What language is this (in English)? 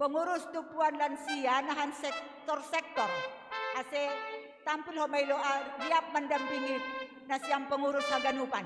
Batak Simalungun